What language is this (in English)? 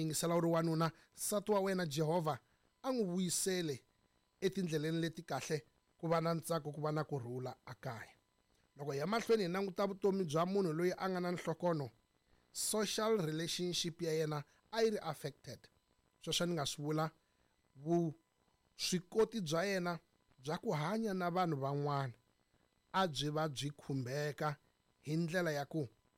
Tsonga